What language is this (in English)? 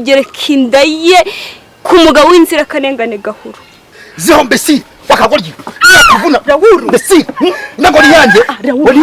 Kinyarwanda